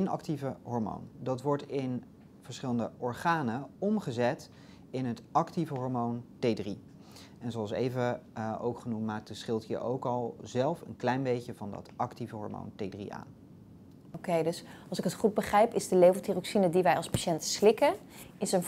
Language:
Dutch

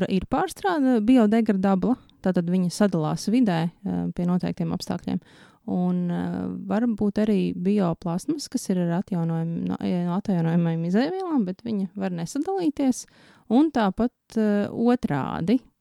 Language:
Latvian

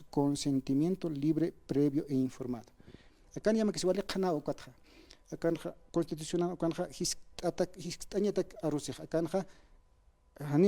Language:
Aymara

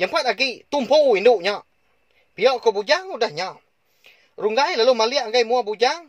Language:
Iban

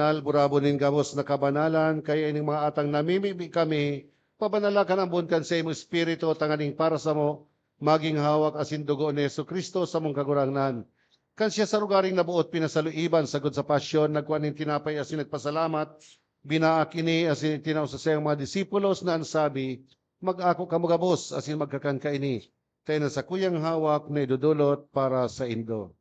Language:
Bikol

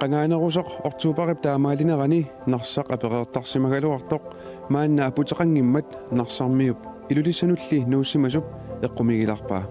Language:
Kalaallisut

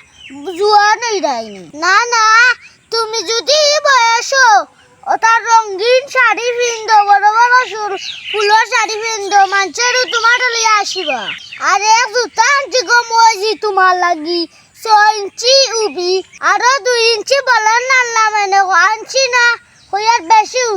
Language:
Sylheti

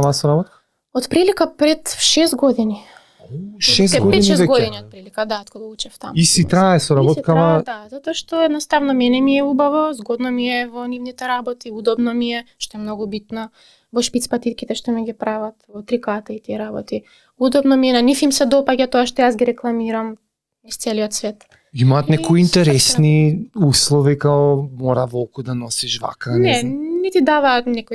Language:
Macedonian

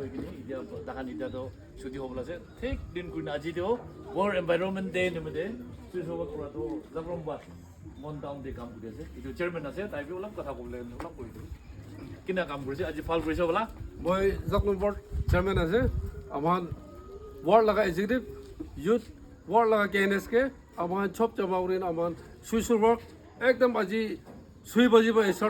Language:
Naga Pidgin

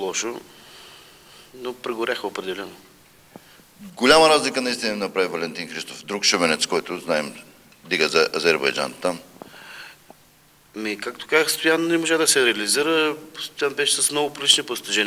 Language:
Bulgarian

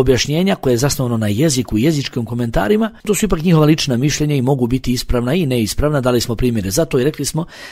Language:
Bosnian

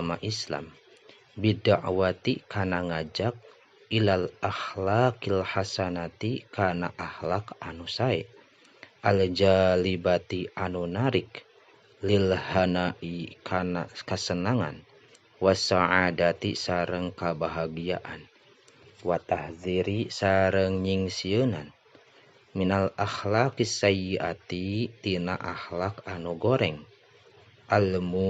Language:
Sundanese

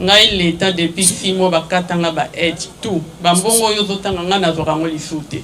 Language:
Lingala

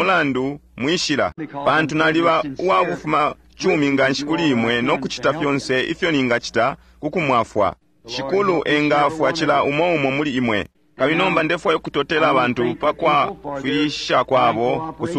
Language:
Bemba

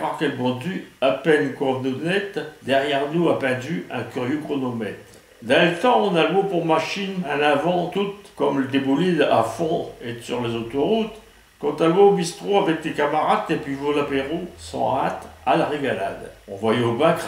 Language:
Picard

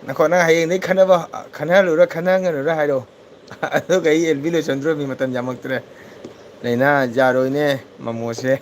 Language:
Manipuri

